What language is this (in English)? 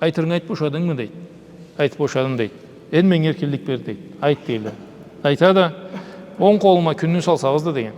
Karachay-Balkar